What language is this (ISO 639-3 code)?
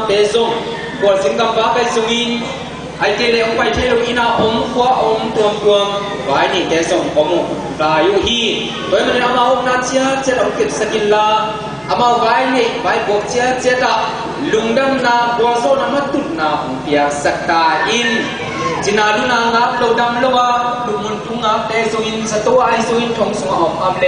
ctd